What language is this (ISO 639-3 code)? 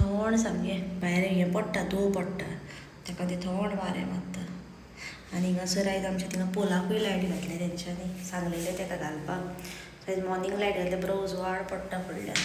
kok